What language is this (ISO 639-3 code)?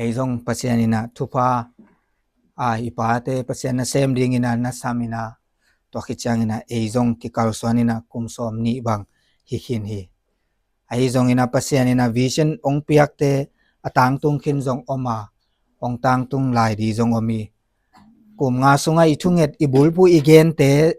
ctd